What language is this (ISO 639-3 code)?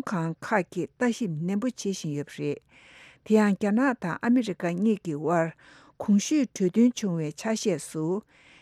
bod